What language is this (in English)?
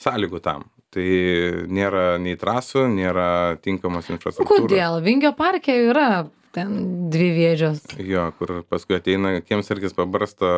Lithuanian